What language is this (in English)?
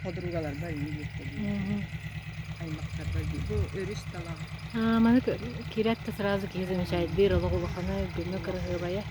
Yakut